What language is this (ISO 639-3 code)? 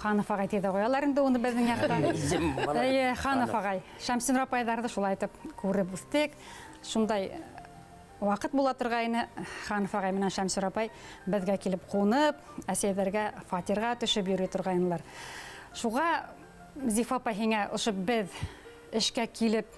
bak